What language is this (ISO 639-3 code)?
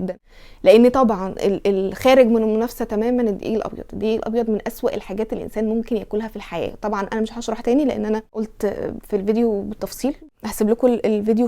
arz